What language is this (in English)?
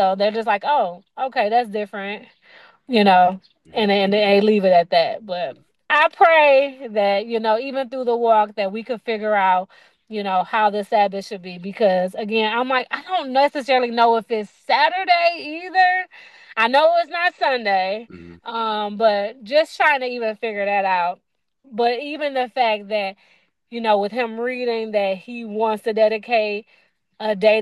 English